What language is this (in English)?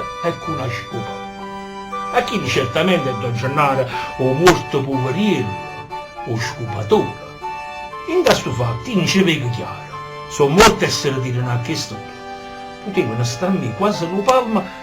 Neapolitan